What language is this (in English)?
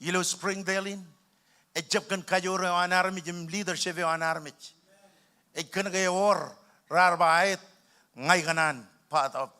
Marshallese